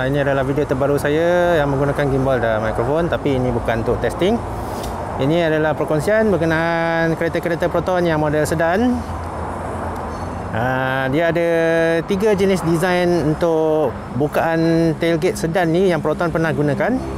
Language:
Malay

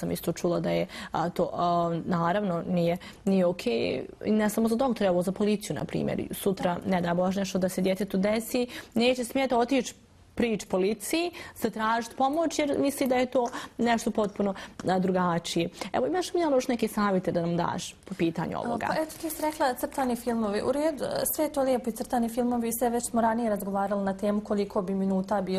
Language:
Bosnian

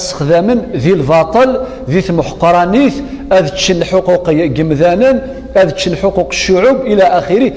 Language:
Kabyle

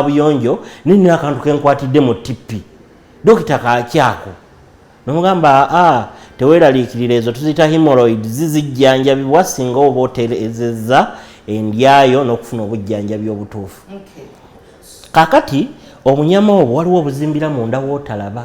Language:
Ganda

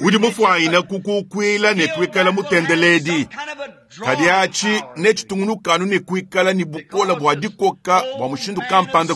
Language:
Luba-Lulua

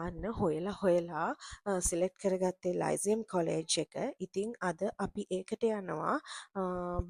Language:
Sinhala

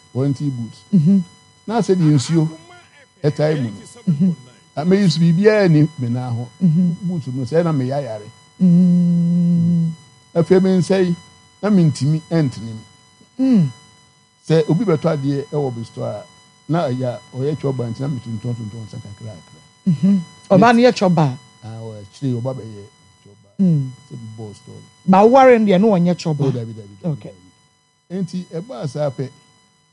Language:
Akan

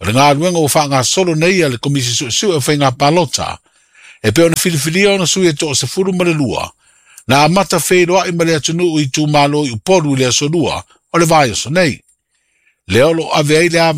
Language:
Samoan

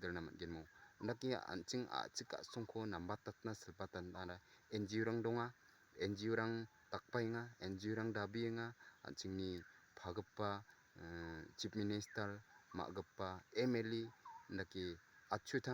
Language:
Garo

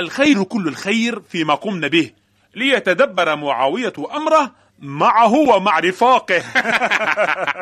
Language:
Arabic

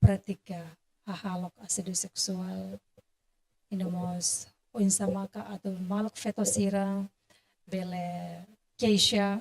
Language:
Tetum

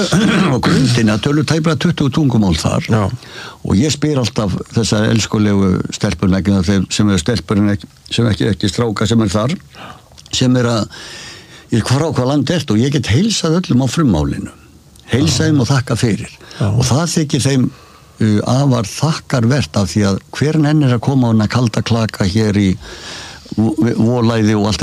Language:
Icelandic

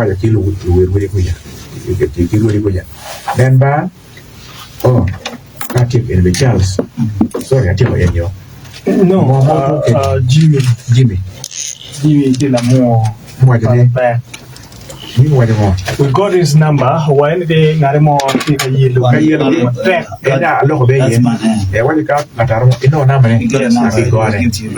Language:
Acoli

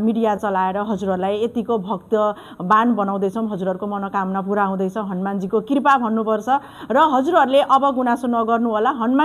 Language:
Nepali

